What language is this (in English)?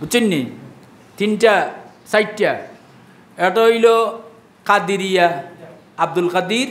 Sylheti